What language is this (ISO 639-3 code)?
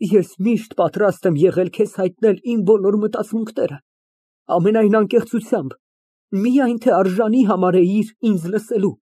hye